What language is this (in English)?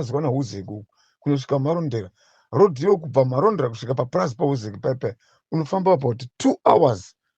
Shona